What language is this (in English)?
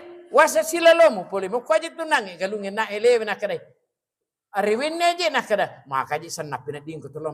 Buginese